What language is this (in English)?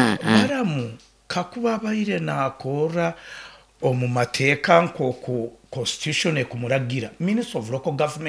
Nyoro